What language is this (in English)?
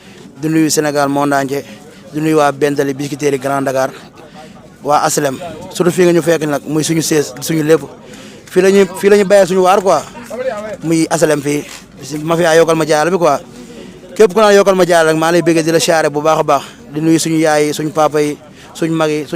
Wolof